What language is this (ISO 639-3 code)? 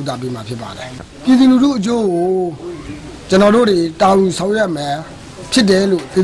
mya